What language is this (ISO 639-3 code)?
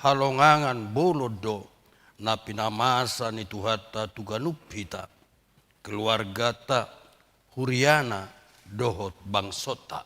bbc